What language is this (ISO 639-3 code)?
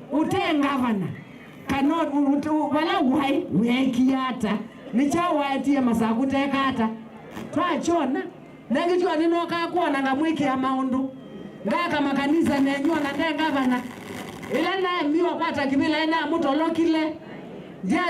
kam